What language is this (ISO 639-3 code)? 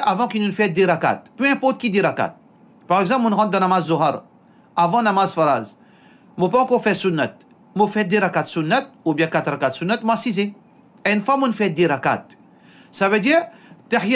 mfe